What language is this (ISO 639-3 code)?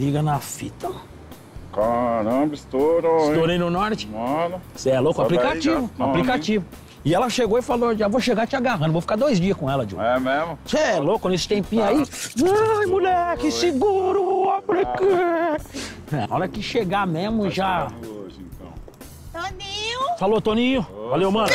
por